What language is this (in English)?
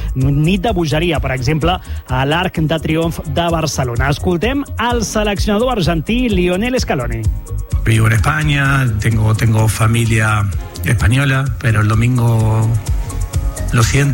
Catalan